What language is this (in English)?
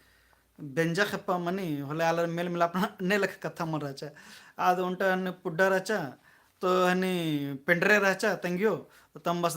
Kurukh